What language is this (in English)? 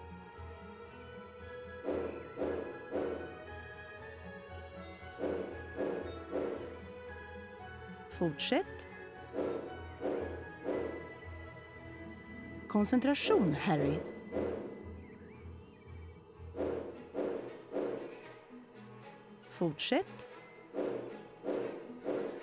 Swedish